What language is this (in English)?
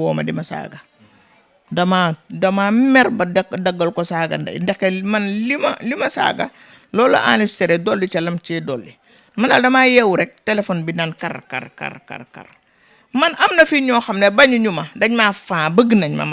Wolof